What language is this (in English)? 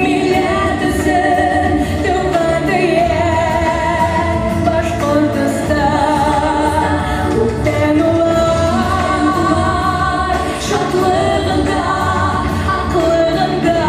Bashkir